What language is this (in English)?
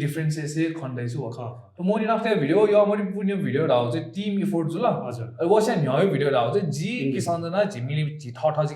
Newari